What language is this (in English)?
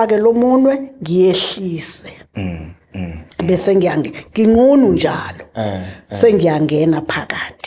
Zulu